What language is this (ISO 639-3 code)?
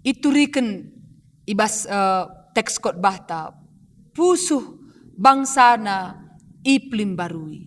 btx